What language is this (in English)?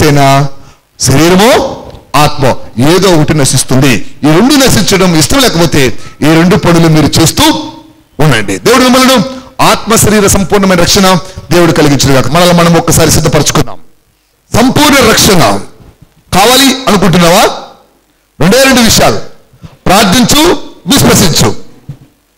Telugu